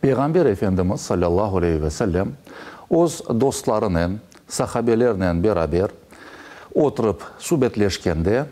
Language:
Crimean Tatar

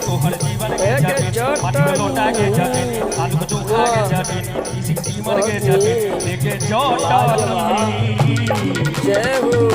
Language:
Maithili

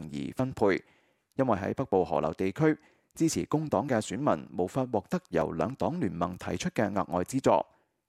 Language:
Cantonese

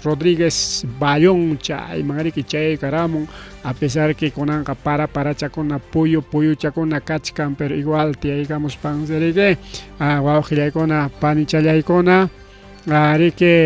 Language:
Ayacucho Quechua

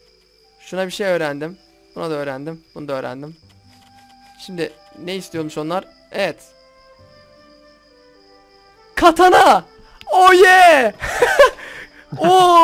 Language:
Turkish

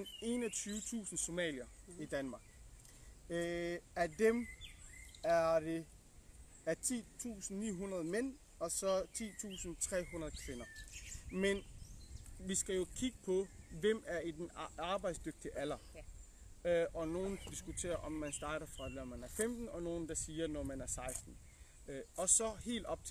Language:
Danish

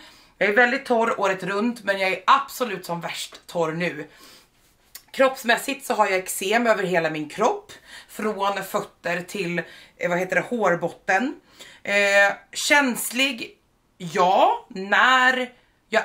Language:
Swedish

